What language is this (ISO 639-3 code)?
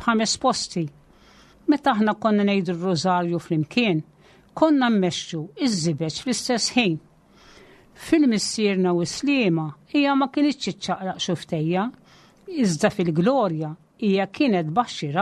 mlt